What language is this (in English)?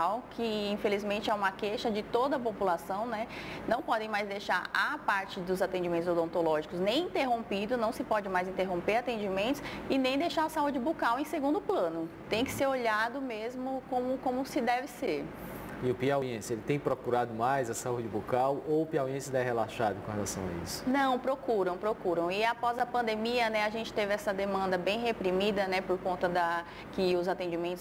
Portuguese